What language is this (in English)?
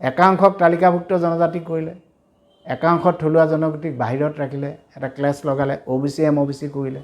Assamese